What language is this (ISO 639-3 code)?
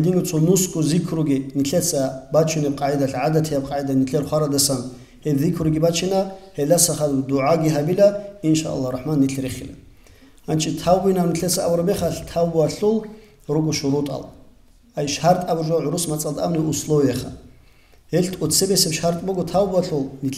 ava